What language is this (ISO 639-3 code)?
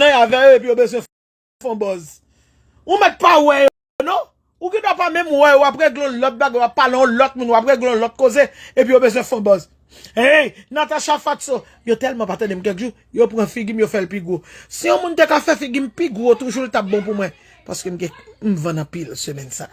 hat